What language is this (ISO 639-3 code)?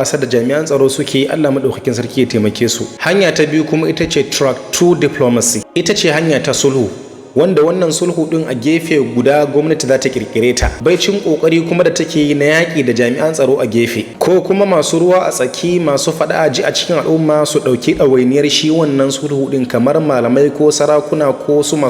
hau